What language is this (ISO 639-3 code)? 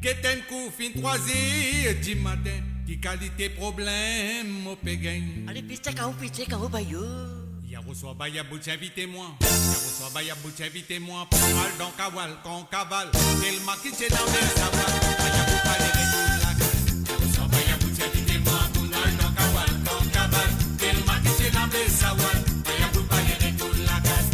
mfe